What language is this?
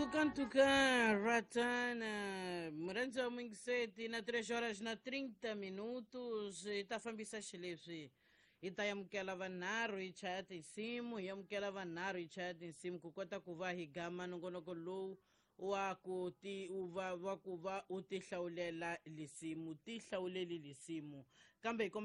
Tsonga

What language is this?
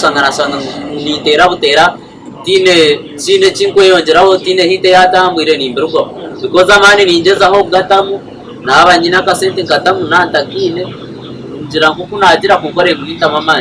Nyankole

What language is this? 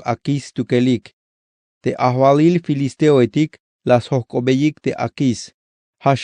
Tzeltal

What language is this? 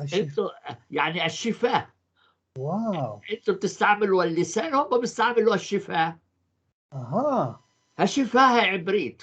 North Levantine Arabic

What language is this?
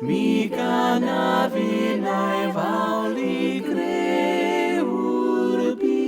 Welsh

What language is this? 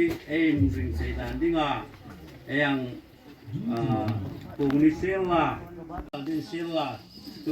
Hmar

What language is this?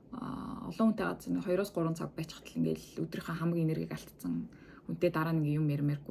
Mongolian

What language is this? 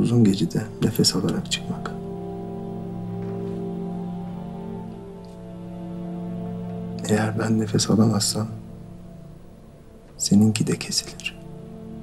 Turkish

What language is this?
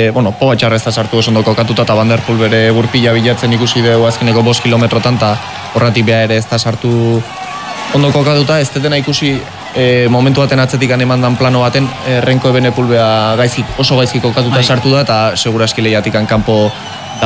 Basque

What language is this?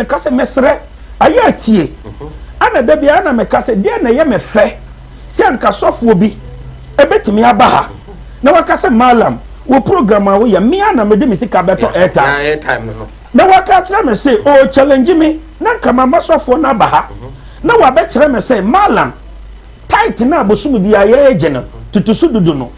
Akan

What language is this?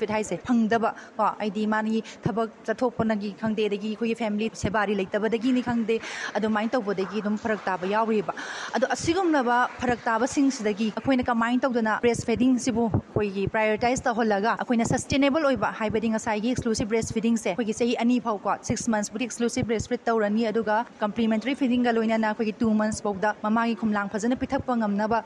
Manipuri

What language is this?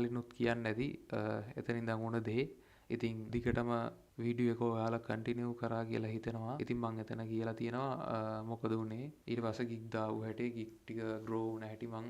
Sinhala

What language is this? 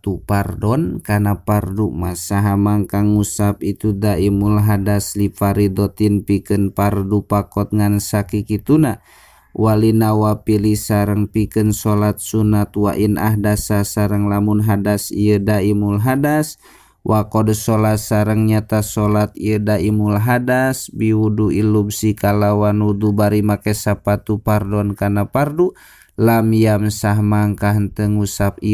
Sundanese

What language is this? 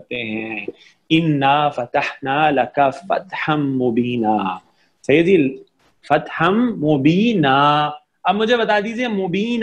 Urdu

